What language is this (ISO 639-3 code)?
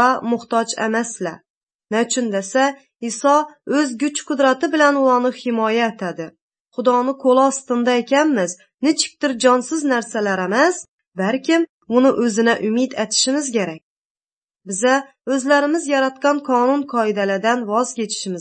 aze